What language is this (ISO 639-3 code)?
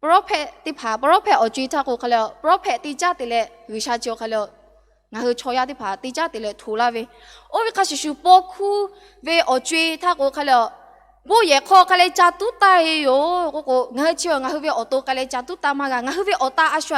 lhu